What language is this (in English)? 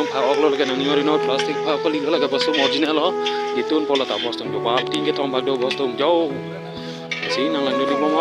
Karbi